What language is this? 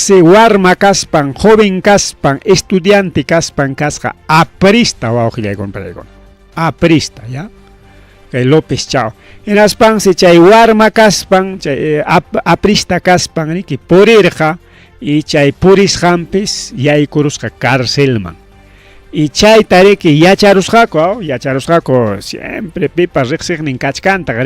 Ayacucho Quechua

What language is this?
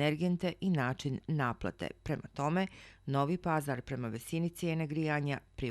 Bosnian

